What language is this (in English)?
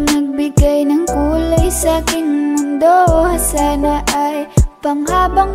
Filipino